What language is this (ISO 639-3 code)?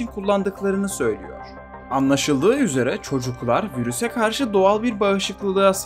tur